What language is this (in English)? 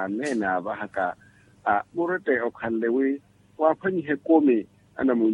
Makhuwa